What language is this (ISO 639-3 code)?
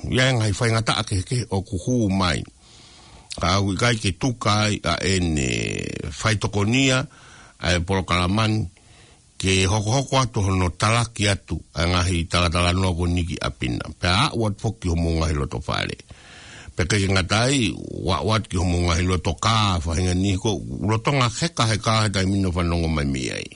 ton